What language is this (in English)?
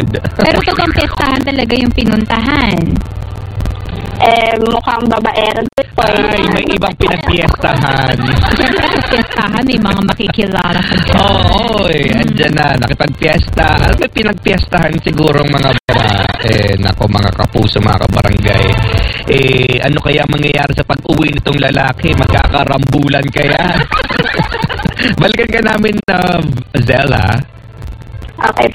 Filipino